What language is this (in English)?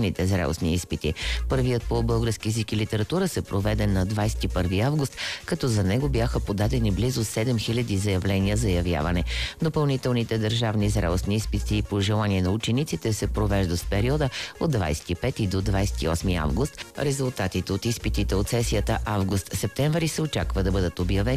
Bulgarian